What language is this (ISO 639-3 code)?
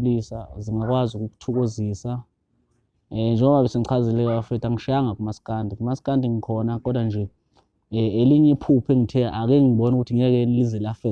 zul